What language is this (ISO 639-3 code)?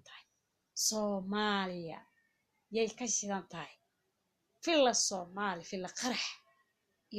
som